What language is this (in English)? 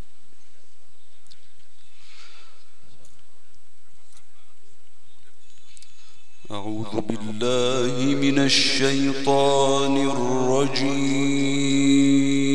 Arabic